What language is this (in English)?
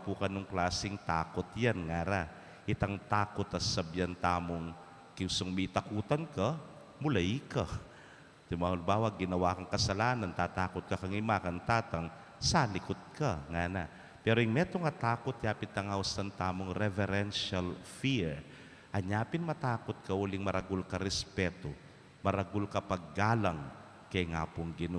Pampanga